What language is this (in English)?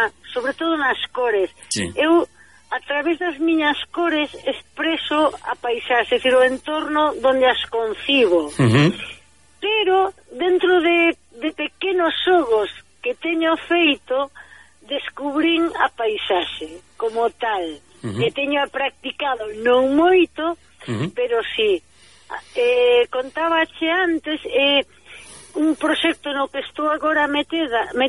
Galician